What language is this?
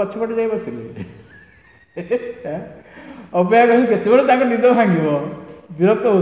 Odia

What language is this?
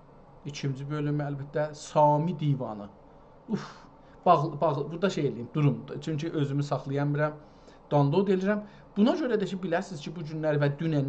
South Azerbaijani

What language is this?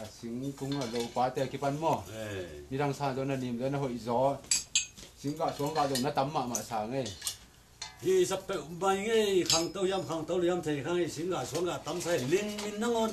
Tedim Chin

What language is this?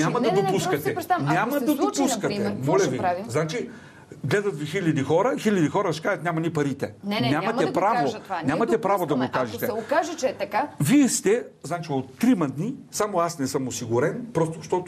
Bulgarian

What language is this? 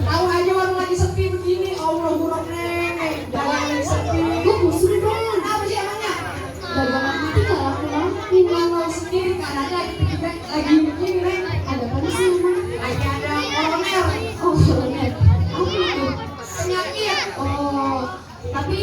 Betawi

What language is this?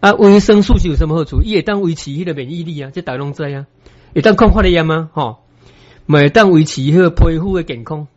Min Nan Chinese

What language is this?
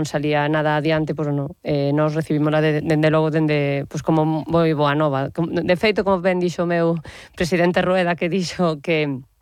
Galician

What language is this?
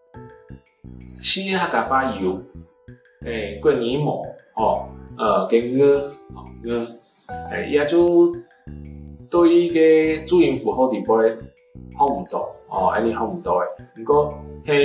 Hakka Chinese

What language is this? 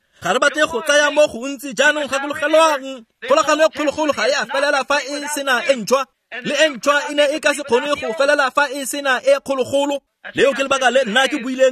Tswana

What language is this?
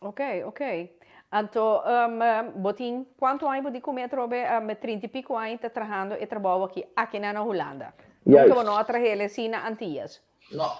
Papiamento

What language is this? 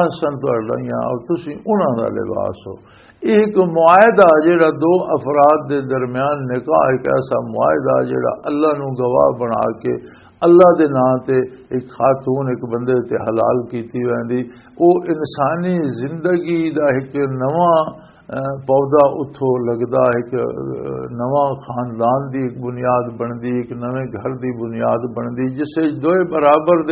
Western Panjabi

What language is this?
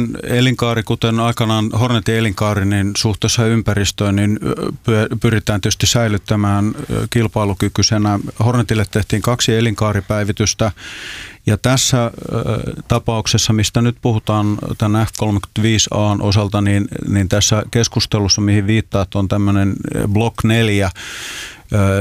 Finnish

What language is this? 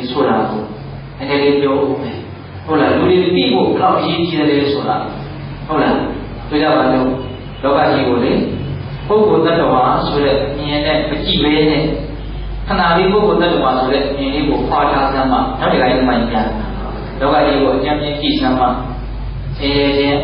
Burmese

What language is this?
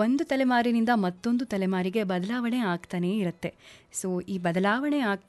Kannada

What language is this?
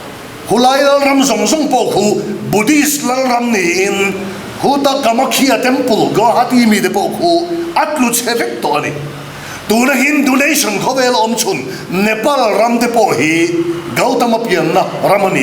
Mizo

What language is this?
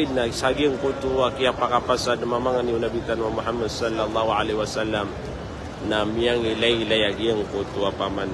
Maranao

